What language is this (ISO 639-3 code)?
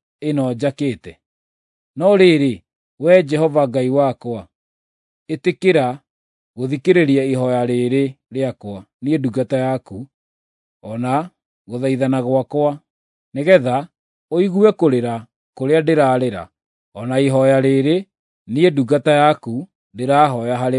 kik